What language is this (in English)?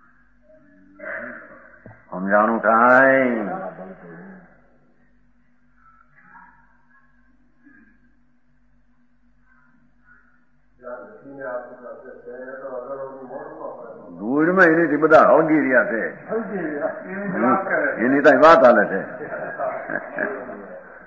Gujarati